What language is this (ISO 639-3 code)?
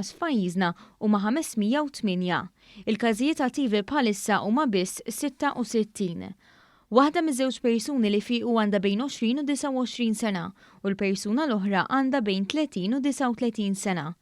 mlt